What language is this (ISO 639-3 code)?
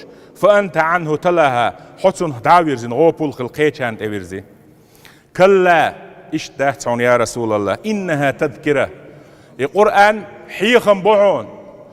che